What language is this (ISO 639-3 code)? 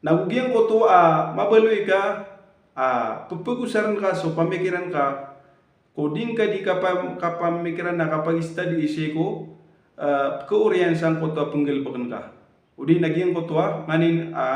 mrw